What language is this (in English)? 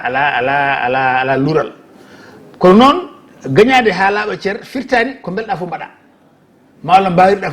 Fula